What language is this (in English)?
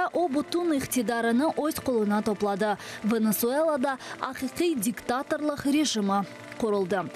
Crimean Tatar